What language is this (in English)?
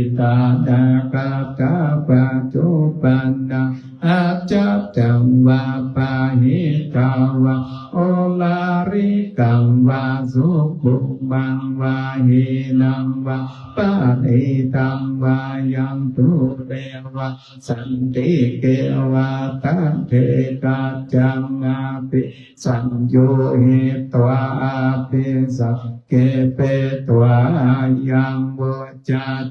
Pali